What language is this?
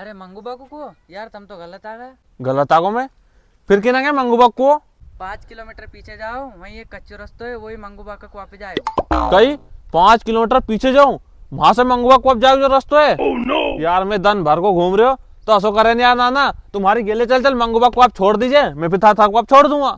Rajasthani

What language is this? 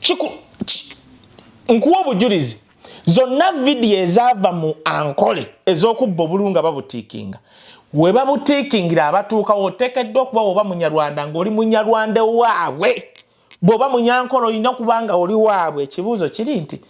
Ganda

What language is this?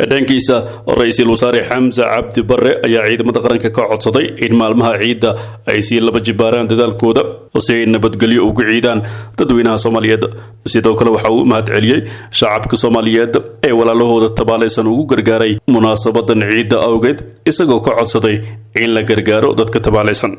Somali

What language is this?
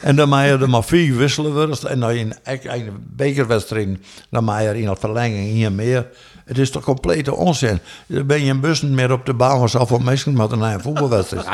Western Frisian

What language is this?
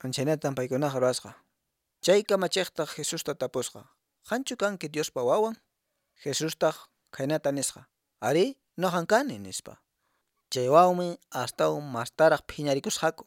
Quechua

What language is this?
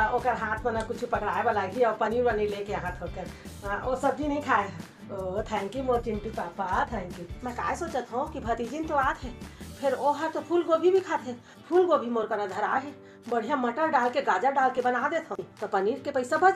Chhattisgarhi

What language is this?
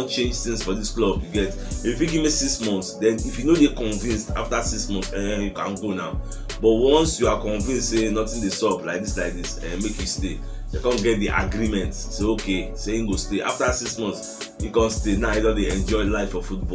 Nigerian Pidgin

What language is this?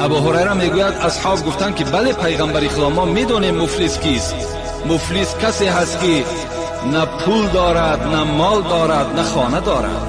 Tajik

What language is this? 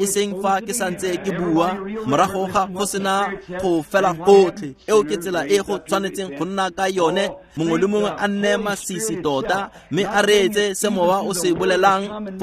Tswana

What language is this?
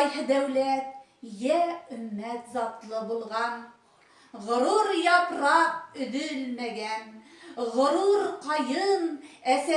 Bashkir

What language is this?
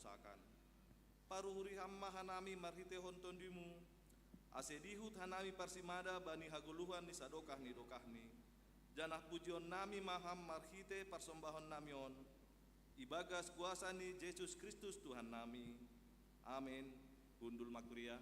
Batak Simalungun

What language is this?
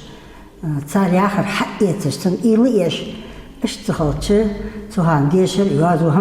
Ingush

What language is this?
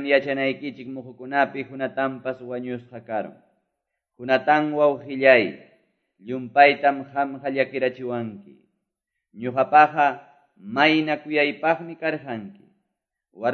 Quechua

